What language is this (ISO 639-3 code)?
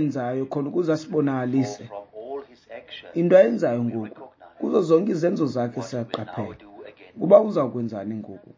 xho